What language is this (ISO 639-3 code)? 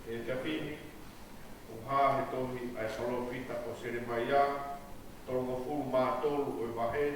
ton